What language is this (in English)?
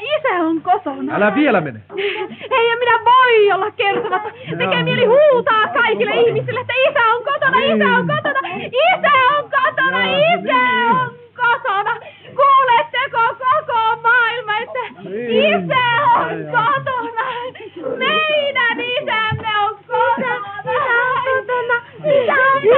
Finnish